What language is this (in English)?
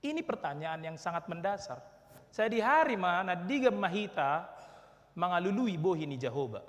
Batak Toba